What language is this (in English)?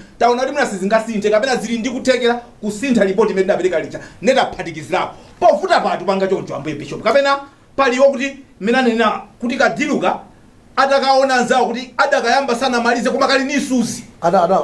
Nyanja